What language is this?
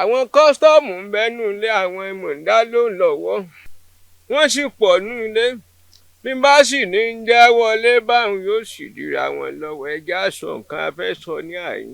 Yoruba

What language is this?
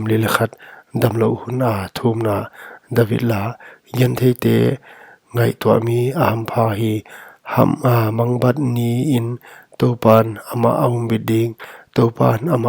Paite Chin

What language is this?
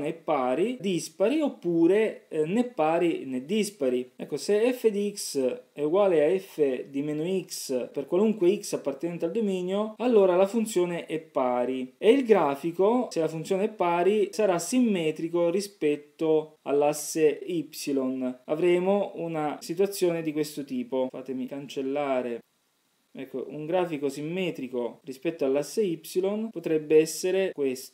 Italian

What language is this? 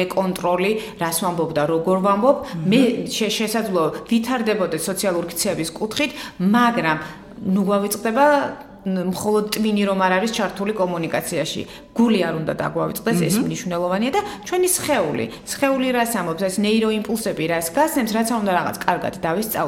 Georgian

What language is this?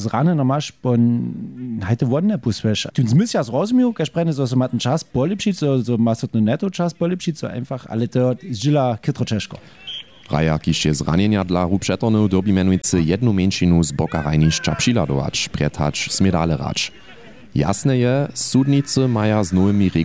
Upper Sorbian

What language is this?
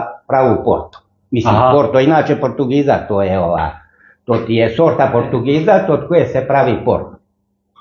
Croatian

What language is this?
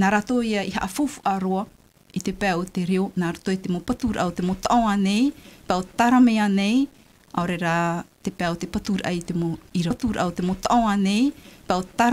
Tahitian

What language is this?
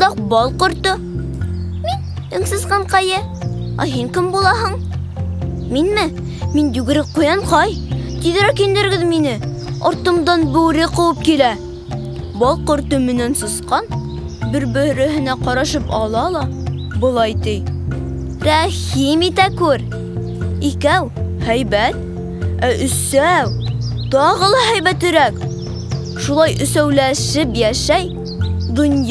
Bashkir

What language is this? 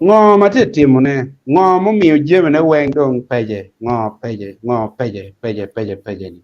Acoli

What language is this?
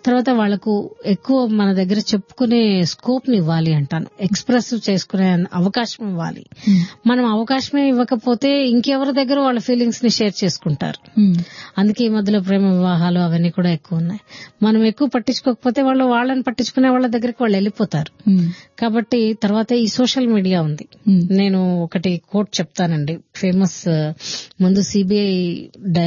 Telugu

